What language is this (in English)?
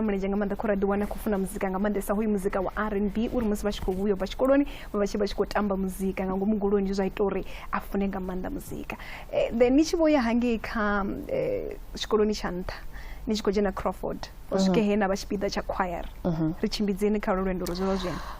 Venda